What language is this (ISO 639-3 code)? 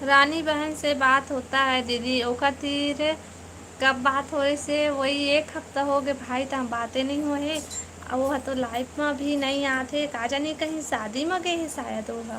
hne